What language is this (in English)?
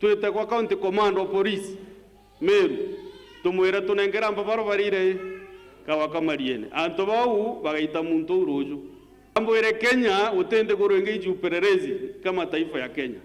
Meru